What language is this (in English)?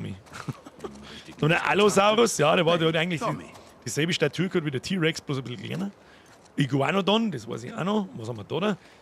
Bavarian